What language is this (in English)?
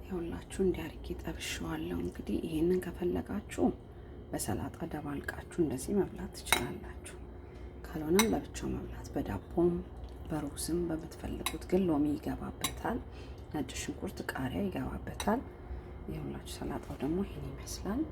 Amharic